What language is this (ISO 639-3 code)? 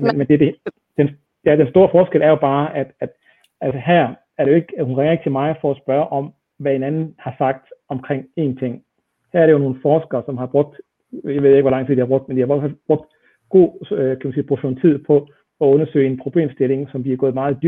dan